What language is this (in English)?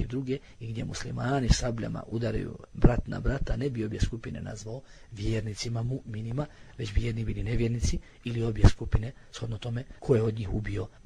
Bosnian